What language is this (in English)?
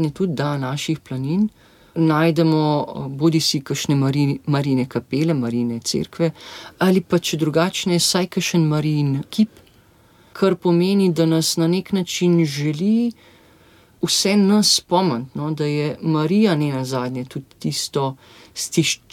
Slovenian